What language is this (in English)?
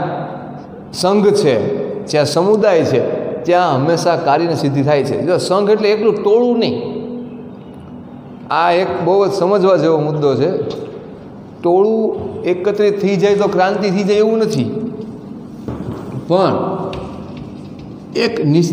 Gujarati